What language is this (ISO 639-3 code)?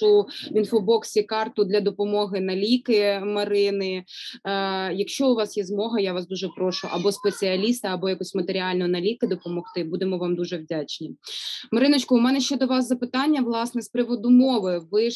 ukr